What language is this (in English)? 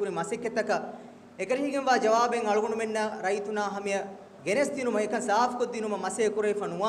Divehi